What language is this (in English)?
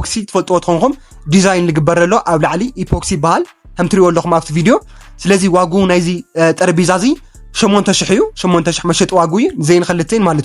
Tigrinya